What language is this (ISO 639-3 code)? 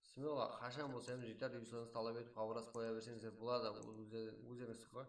kaa